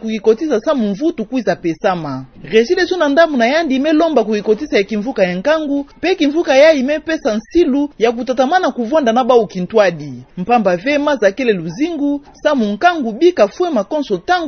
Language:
Kituba (Democratic Republic of Congo)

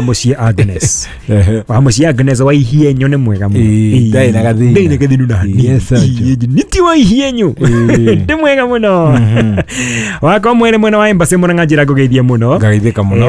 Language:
Kikuyu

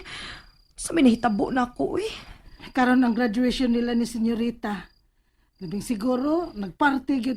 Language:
Cebuano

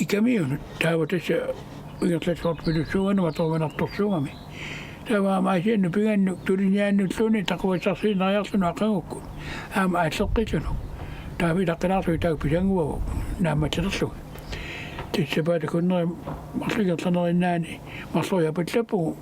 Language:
Kalaallisut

